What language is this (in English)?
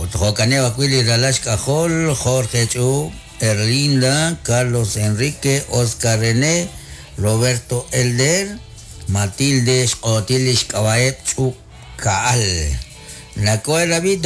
Kekchí